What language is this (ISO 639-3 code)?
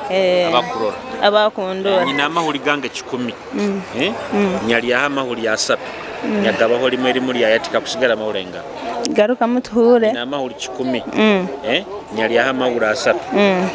nyo